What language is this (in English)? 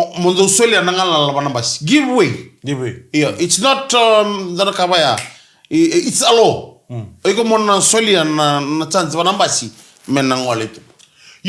Fijian